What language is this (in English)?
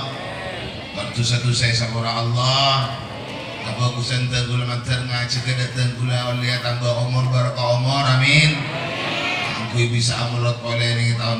Madurese